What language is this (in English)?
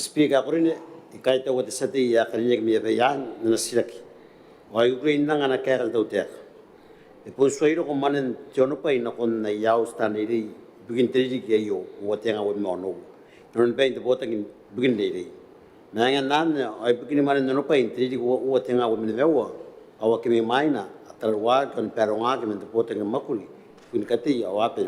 Gilbertese